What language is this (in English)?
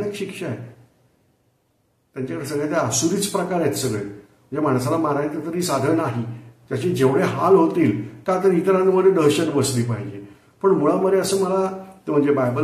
Marathi